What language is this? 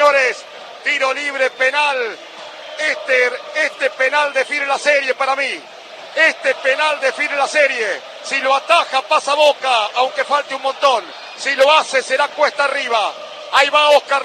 Spanish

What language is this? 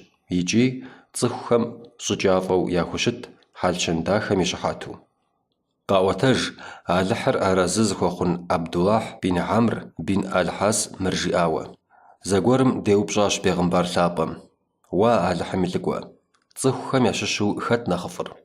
Kabardian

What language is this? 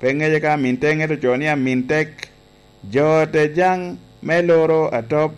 Lango (Uganda)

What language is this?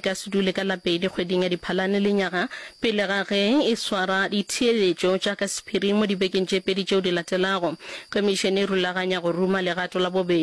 Northern Sotho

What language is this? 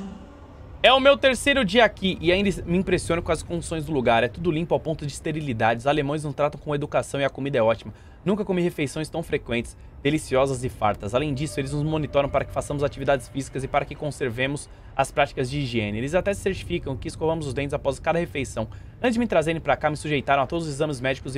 Portuguese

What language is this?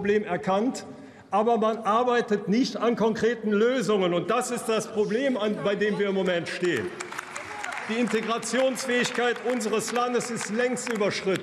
German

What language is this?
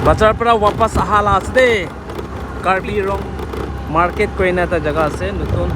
Karbi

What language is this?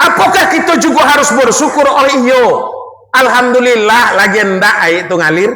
Minangkabau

